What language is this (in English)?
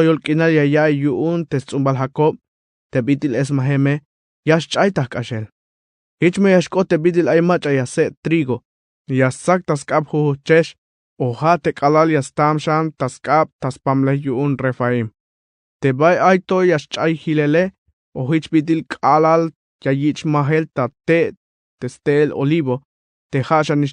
Tzeltal